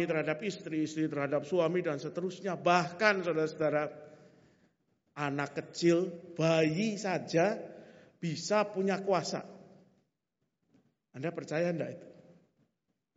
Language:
Indonesian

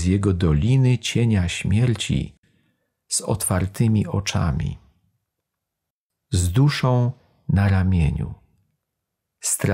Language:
Polish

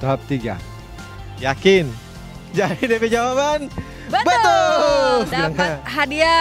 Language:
Manado Malay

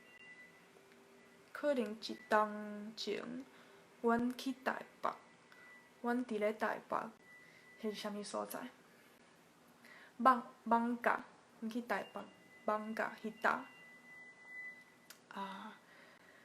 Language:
Min Nan Chinese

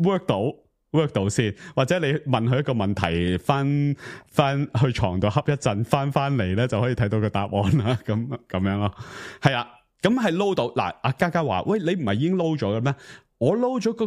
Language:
Cantonese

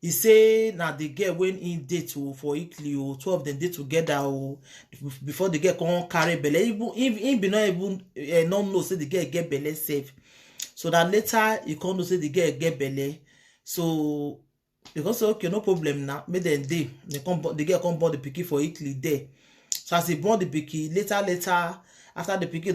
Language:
Nigerian Pidgin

